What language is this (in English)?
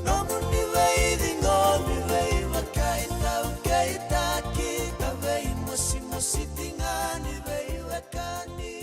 Fijian